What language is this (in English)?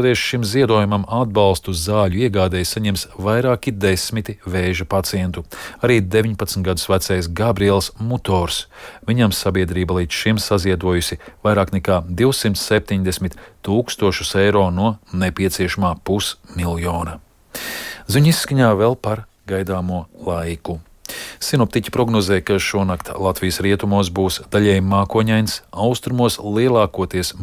Latvian